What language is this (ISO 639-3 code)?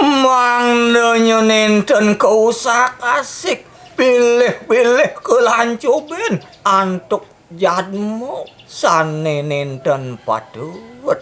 ban